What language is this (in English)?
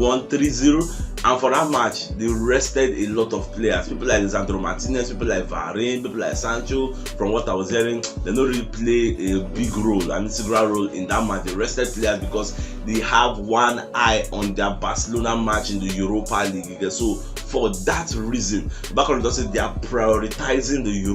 Nigerian Pidgin